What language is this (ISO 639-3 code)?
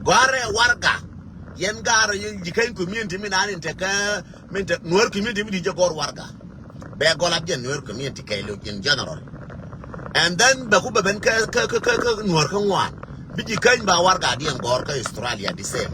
nus